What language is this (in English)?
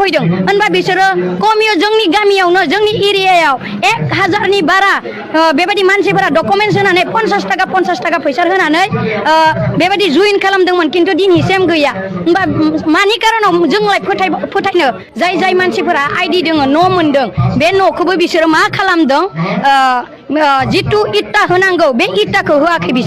Bodo